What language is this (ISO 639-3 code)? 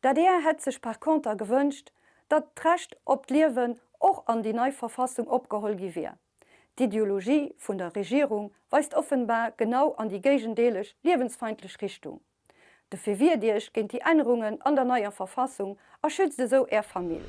ltz